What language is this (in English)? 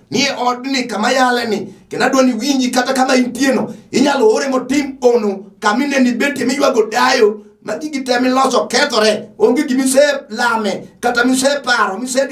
Luo (Kenya and Tanzania)